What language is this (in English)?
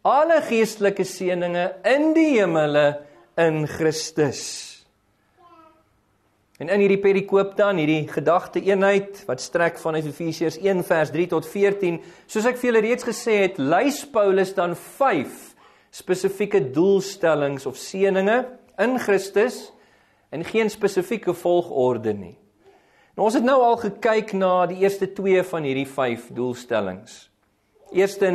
Afrikaans